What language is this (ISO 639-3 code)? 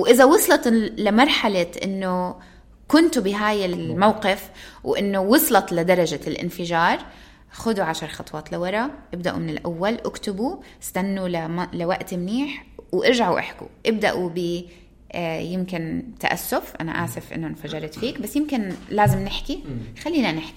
apc